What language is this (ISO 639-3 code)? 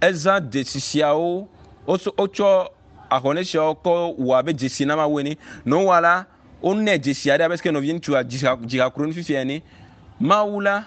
ewe